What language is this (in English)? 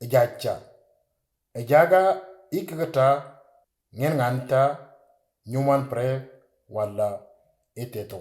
Moro